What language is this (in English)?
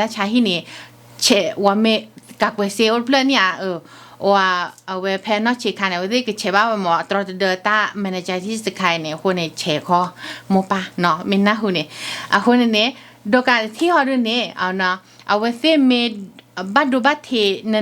S'gaw Karen